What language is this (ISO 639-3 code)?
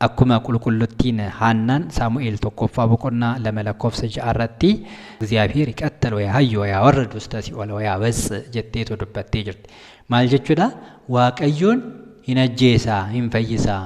orm